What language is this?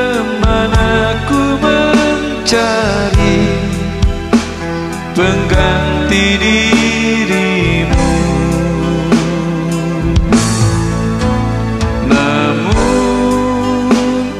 Indonesian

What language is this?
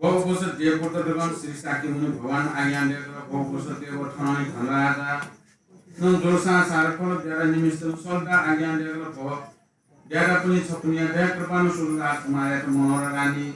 Newari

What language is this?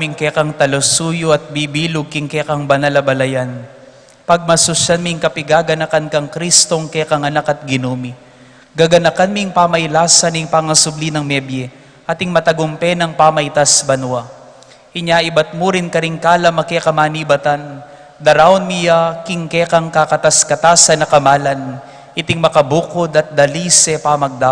Pampanga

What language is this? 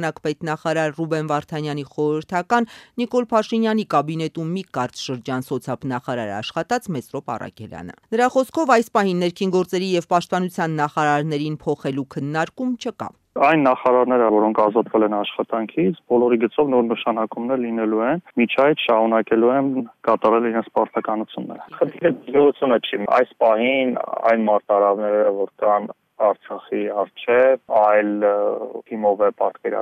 Armenian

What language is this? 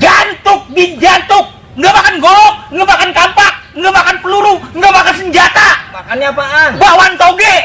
Betawi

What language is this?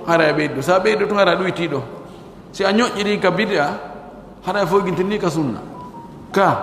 Pular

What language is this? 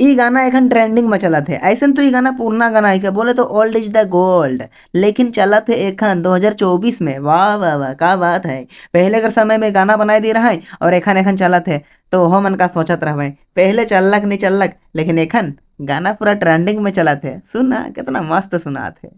Sadri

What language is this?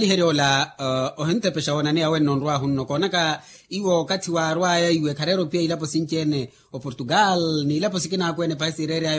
Makhuwa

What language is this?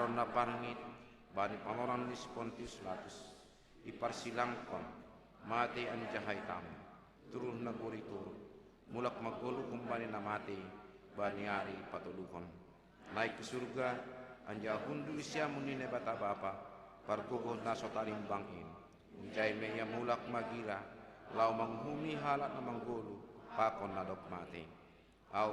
Batak Simalungun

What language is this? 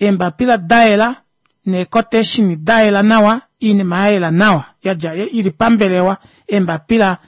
Kuanyama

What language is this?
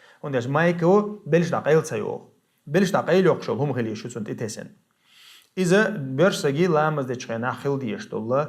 Chechen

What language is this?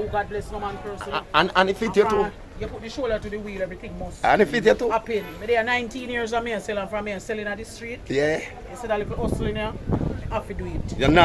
Jamaican Creole English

